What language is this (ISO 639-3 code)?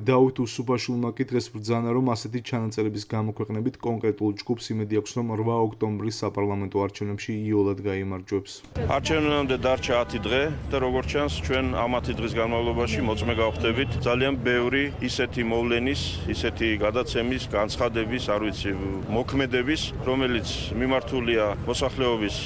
kat